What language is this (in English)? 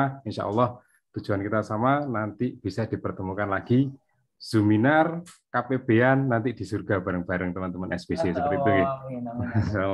Indonesian